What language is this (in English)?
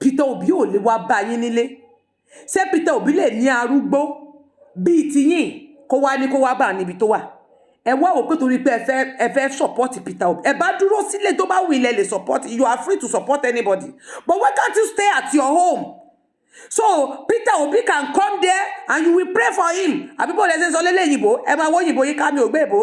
Yoruba